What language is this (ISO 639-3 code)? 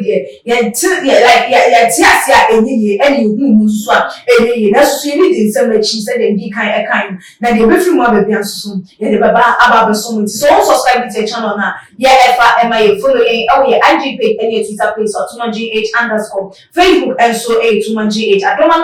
aka